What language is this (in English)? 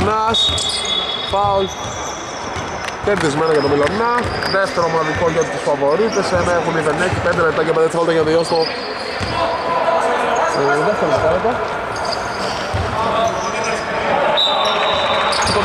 Greek